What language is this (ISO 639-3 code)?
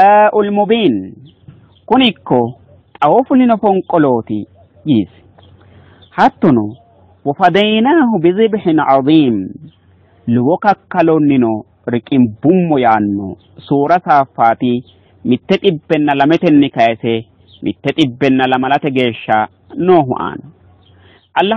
sid